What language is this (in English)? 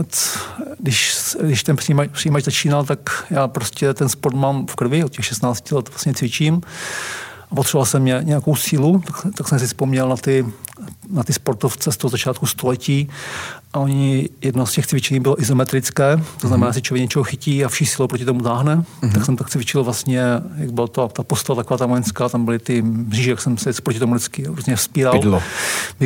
Czech